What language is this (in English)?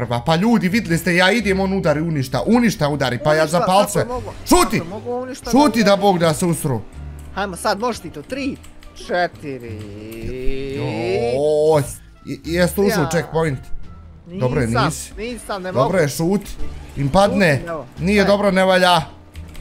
Bosnian